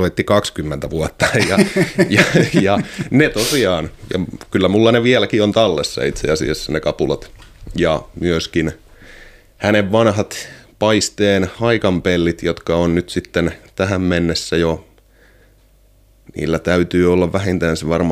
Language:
Finnish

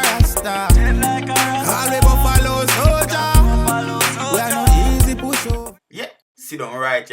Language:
Jamaican Creole English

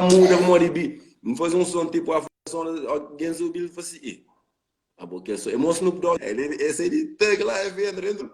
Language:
Kabuverdianu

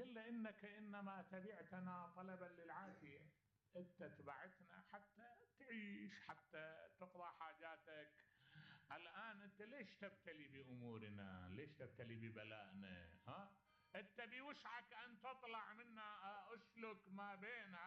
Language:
Mesopotamian Arabic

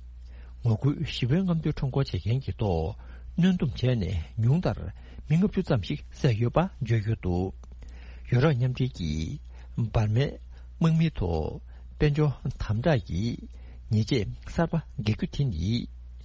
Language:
Tibetan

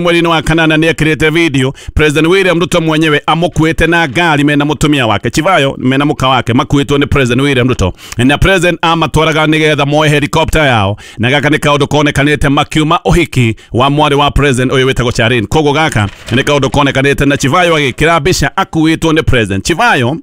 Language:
Kikuyu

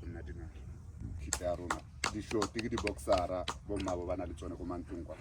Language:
Tswana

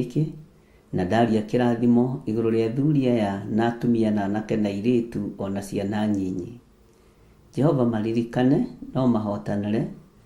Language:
Kikuyu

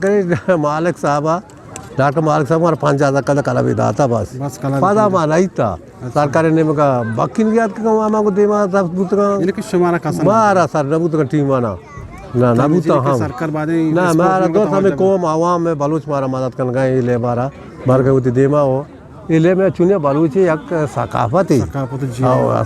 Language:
Eastern Balochi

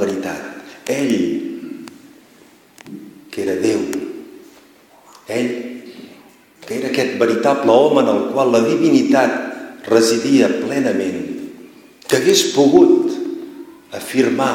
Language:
Catalan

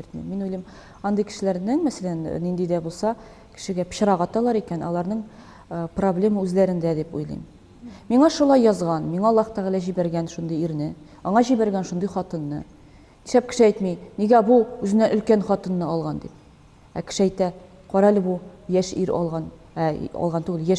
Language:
Tatar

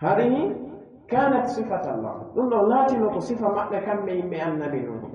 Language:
Pular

